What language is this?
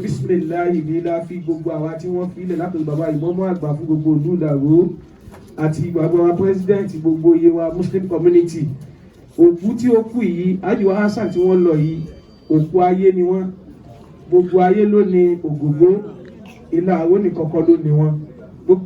Yoruba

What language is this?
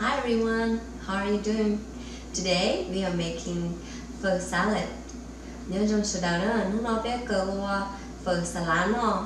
Hmong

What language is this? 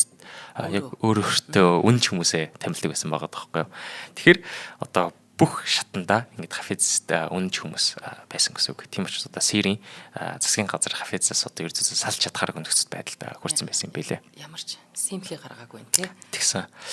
Mongolian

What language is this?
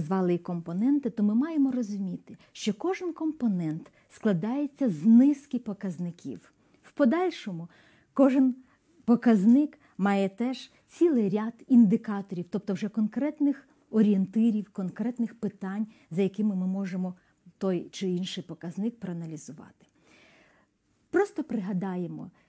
Ukrainian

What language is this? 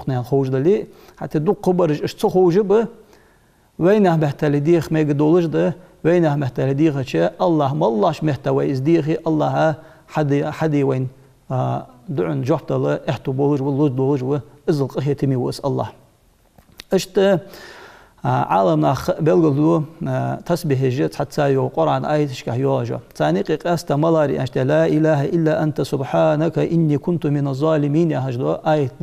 Ingush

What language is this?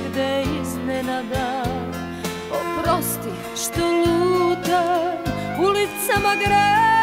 Croatian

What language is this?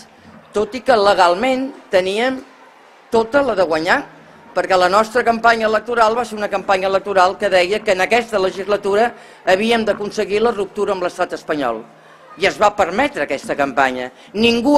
Catalan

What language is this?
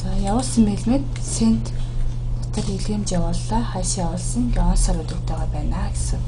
Mongolian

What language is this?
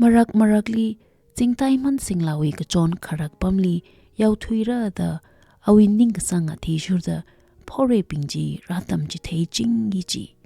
Tangkhul Naga (India)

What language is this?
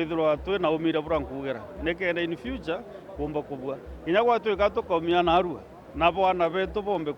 Meru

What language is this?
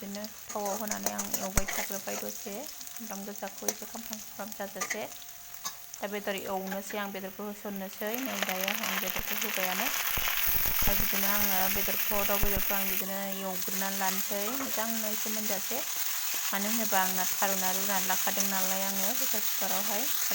Bodo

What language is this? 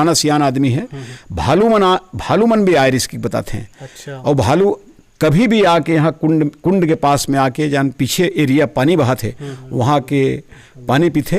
Chhattisgarhi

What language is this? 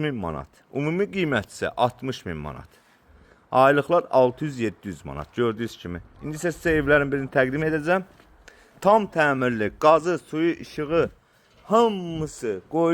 Azerbaijani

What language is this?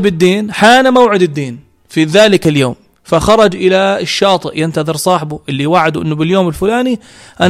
North Levantine Arabic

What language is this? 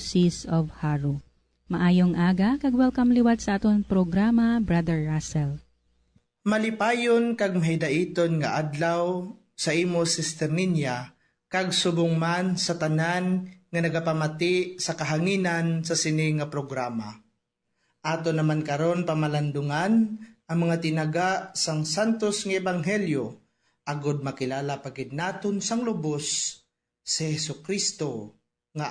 Hiligaynon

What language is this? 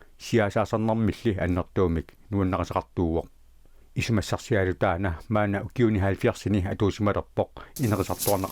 Kalaallisut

